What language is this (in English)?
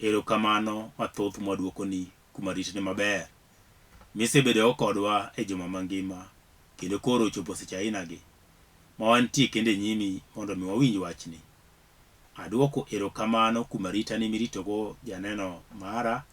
Luo (Kenya and Tanzania)